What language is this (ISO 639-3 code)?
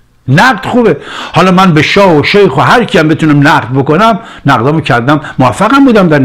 fas